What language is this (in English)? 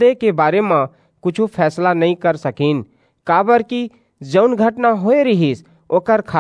Chhattisgarhi